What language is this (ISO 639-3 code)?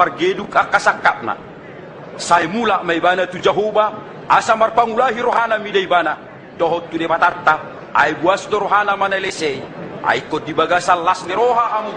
bbc